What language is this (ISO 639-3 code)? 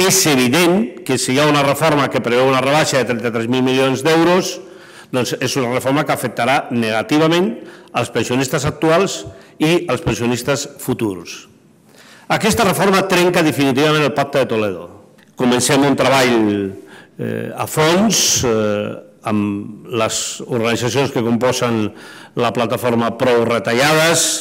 cat